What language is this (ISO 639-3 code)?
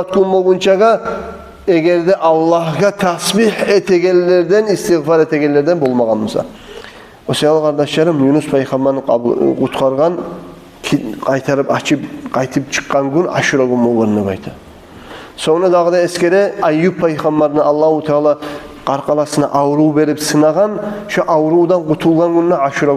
kum